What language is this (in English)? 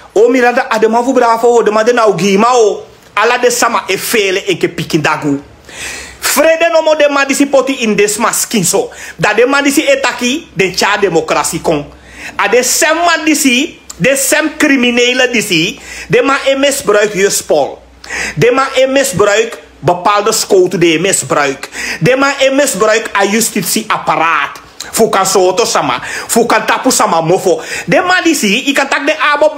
Sranan Tongo